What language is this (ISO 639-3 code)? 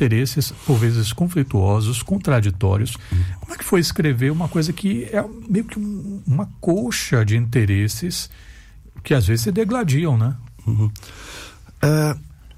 por